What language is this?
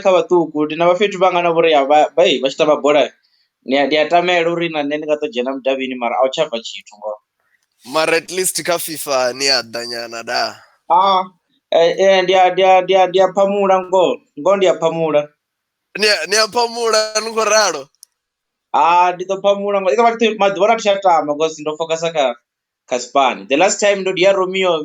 Venda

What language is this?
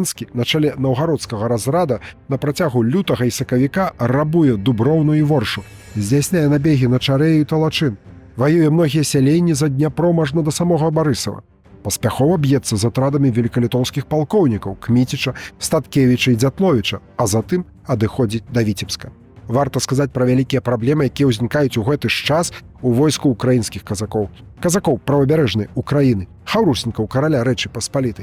Belarusian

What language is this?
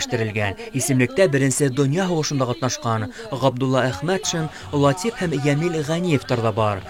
Bashkir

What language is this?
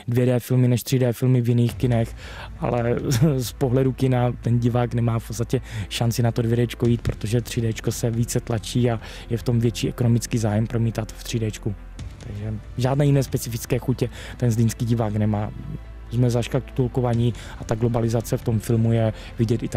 Czech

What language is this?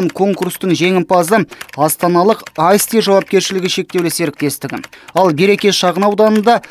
Kazakh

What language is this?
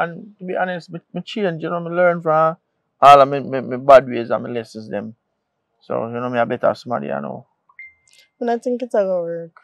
Jamaican Creole English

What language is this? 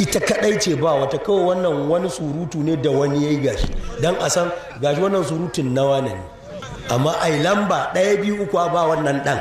Hausa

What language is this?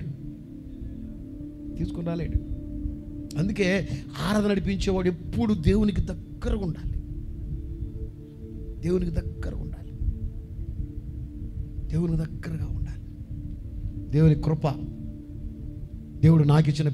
Telugu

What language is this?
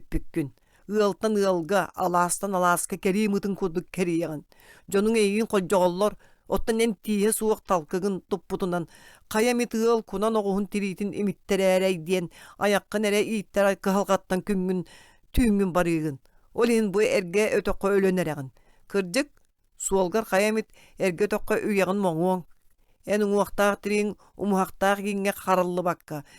Yakut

